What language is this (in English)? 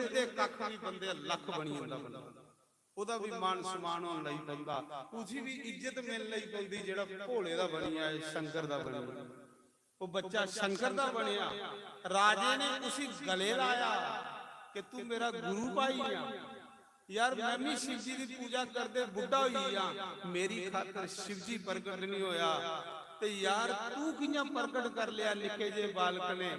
Dogri